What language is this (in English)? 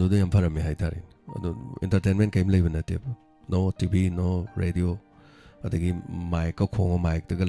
Manipuri